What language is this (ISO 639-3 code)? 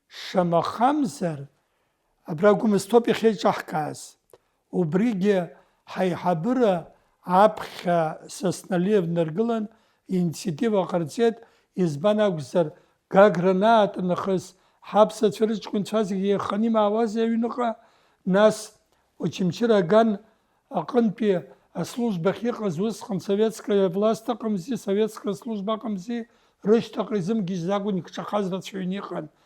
abk